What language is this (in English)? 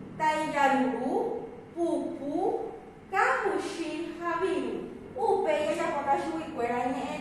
Guarani